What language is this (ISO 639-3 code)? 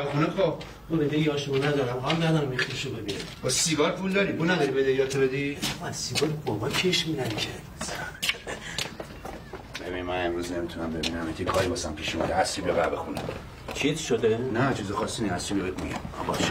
fas